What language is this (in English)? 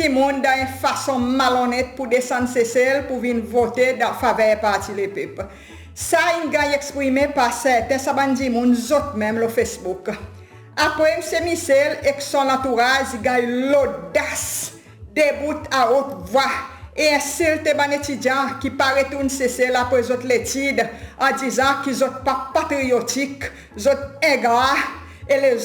Seselwa Creole French